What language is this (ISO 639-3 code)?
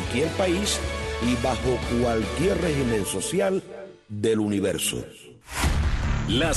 spa